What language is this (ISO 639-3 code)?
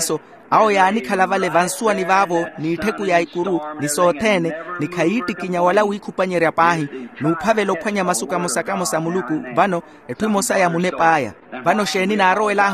vmw